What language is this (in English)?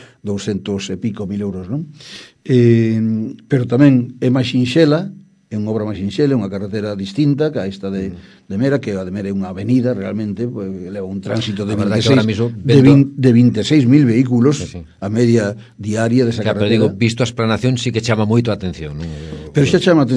Galician